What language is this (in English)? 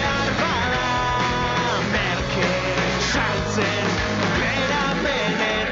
Basque